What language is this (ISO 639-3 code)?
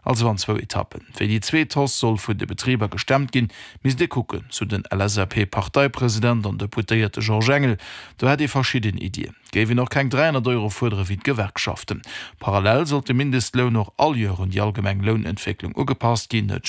ltz